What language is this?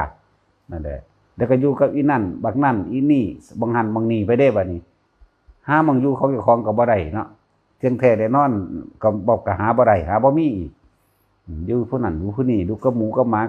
Northeastern Thai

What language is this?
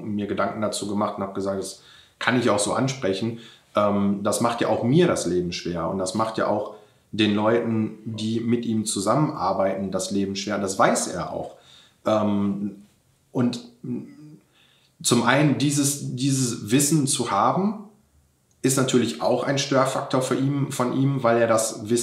German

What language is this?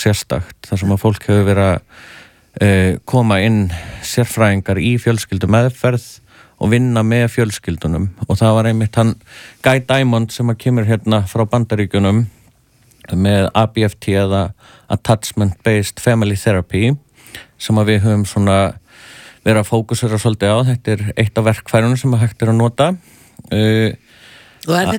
Icelandic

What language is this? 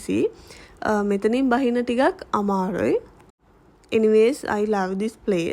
Sinhala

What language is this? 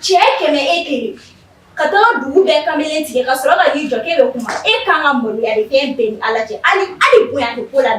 Bambara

